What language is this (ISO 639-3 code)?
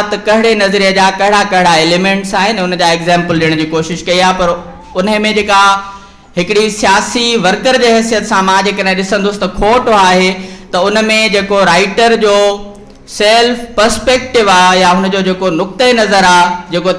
snd